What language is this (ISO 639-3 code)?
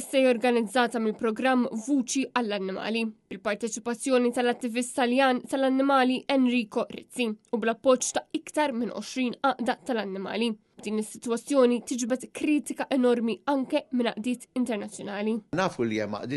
mlt